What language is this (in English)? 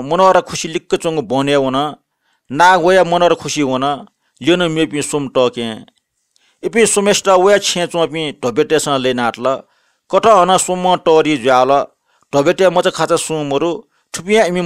Newari